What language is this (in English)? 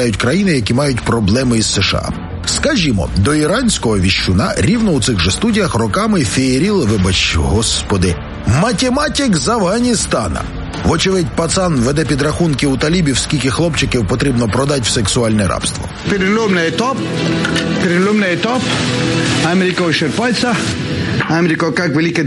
Ukrainian